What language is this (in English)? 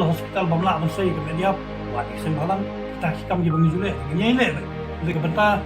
Khasi